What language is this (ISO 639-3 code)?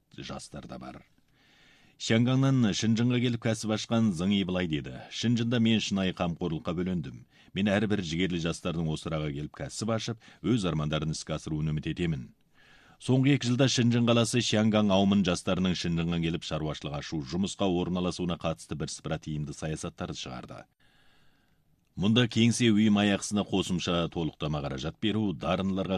kaz